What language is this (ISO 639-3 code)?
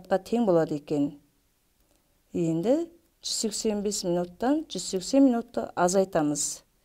kaz